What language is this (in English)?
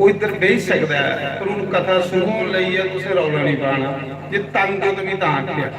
Dogri